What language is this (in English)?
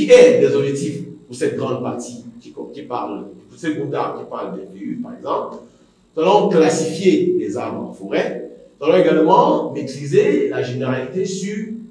French